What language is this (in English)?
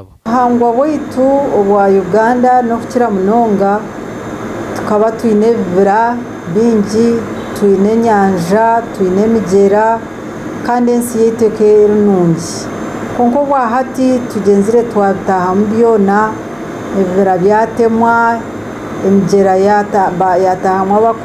Nyankole